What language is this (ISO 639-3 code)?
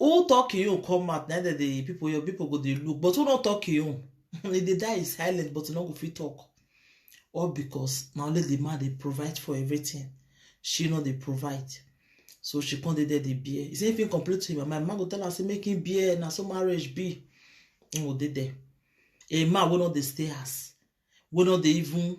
pcm